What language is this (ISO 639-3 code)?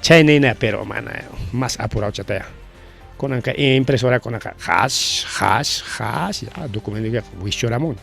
quy